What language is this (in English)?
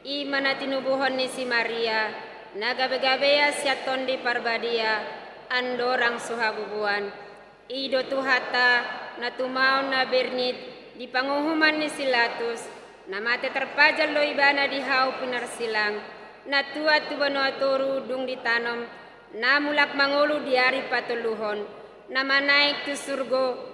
Batak Toba